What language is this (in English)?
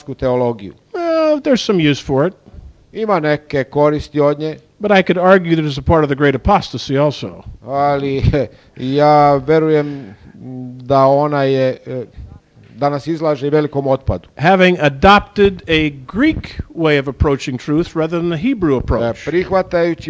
Serbian